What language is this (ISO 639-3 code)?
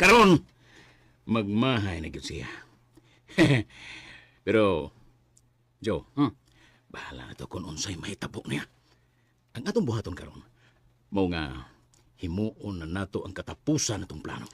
ceb